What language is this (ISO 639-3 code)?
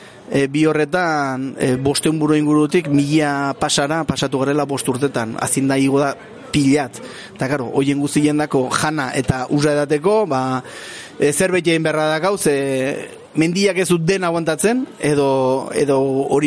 eus